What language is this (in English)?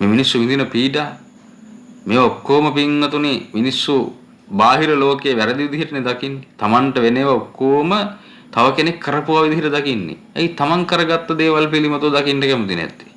Sinhala